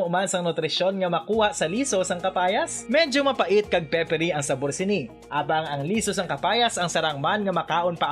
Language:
Hiligaynon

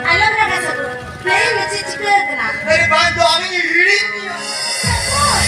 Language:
Santali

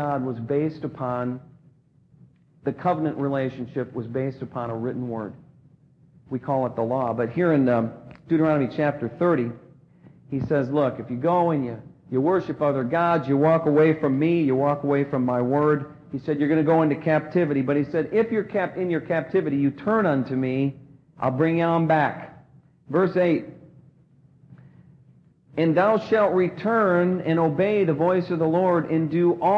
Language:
English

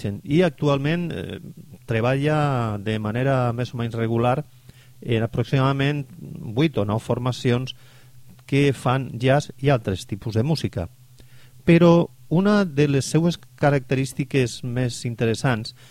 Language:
Catalan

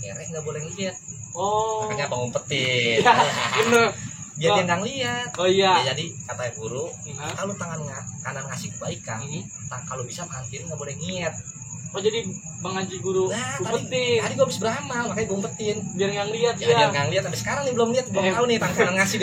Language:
Betawi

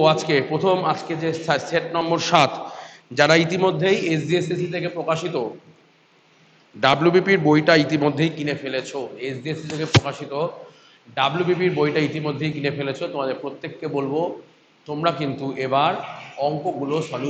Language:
Bangla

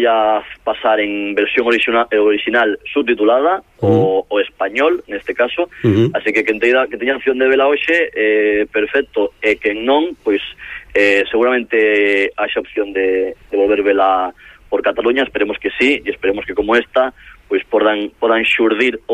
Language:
Galician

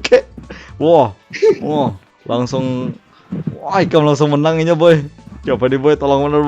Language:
Banjar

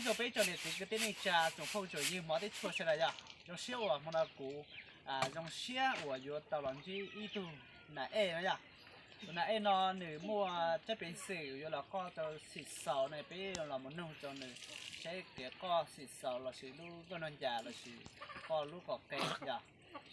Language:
Hmong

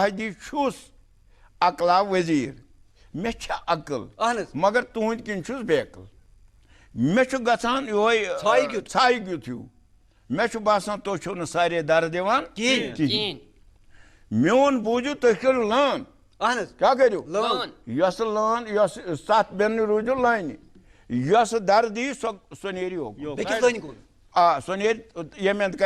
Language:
Kashmiri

